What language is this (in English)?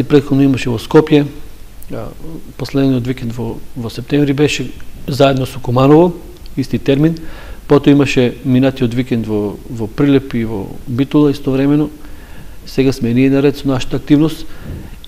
Macedonian